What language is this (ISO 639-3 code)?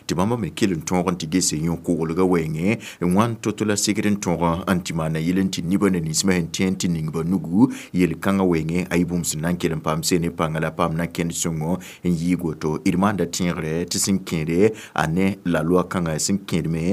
mos